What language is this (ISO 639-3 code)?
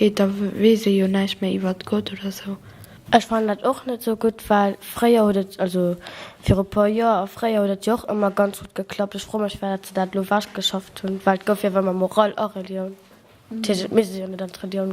ltz